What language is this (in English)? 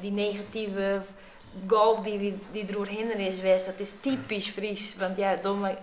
Western Frisian